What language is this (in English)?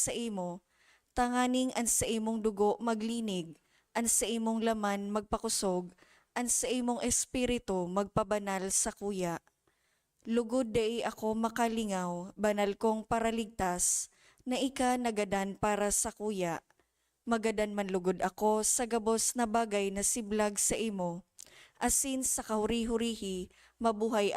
Bikol